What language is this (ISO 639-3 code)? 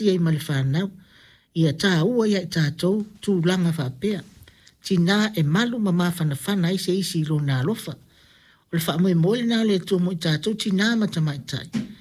smo